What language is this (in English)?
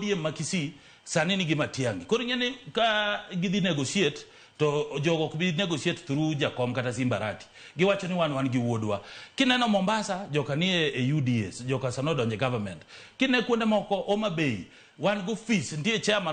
Luo (Kenya and Tanzania)